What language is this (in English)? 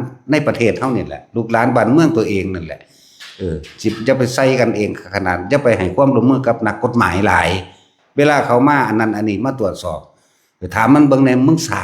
Northeastern Thai